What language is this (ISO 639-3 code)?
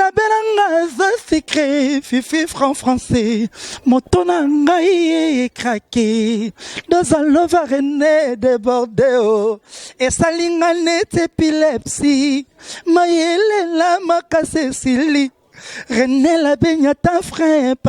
lin